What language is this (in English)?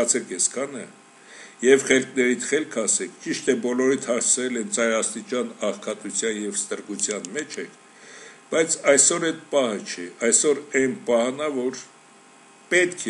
Armenian